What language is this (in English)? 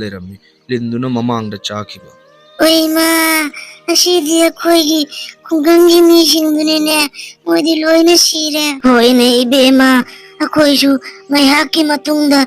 Manipuri